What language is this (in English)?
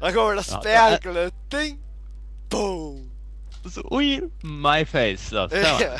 Faroese